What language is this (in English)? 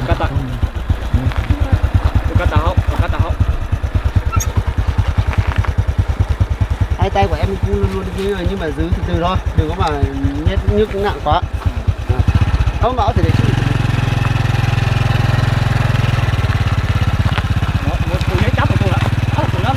Vietnamese